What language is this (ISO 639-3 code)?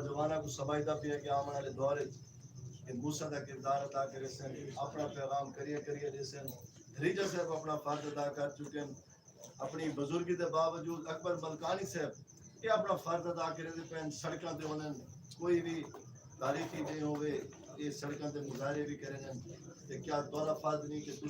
skr